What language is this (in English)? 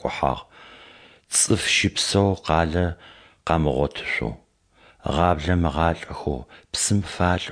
Adyghe